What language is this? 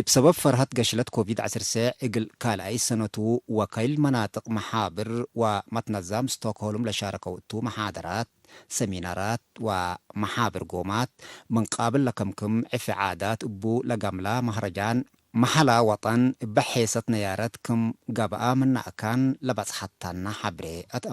Tigre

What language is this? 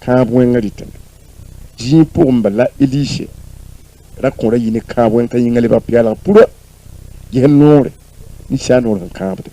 Mossi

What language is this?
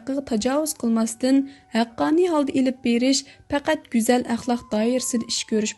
Uyghur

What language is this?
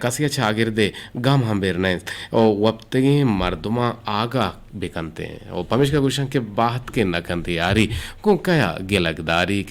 Eastern Balochi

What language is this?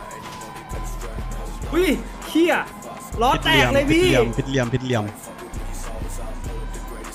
Thai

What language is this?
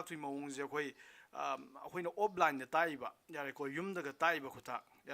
Manipuri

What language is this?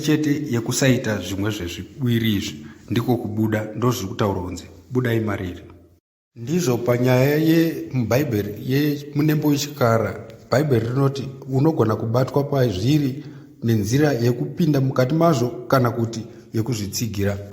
Shona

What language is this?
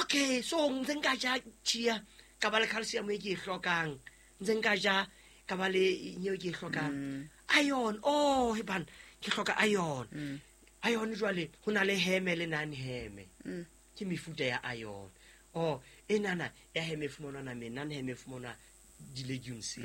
Southern Sotho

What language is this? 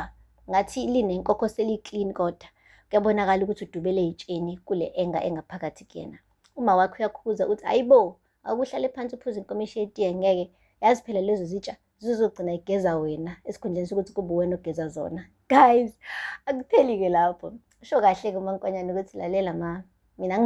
Zulu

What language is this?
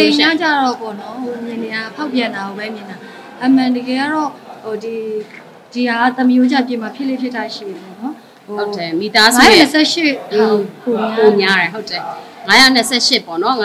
Burmese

